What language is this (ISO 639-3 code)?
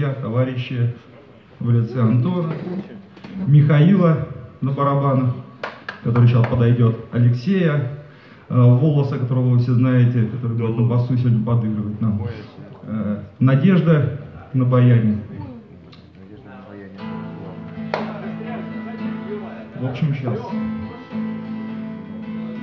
rus